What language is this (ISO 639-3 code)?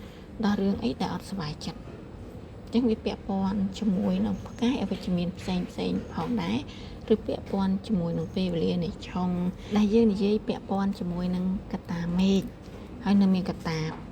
khm